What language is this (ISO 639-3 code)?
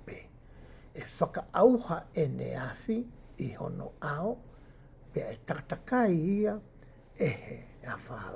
ton